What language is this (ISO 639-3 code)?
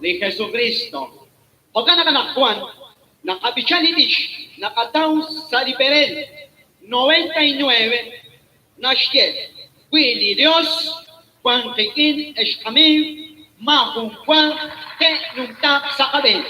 kek